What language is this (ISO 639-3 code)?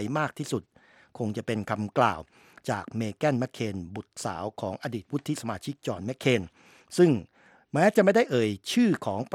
tha